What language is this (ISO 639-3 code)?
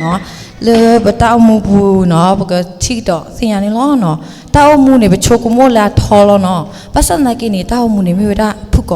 ksw